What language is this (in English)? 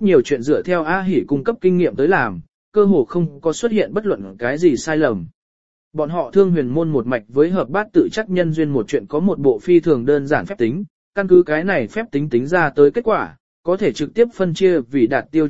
Vietnamese